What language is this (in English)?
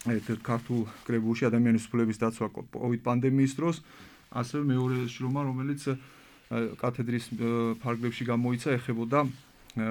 Georgian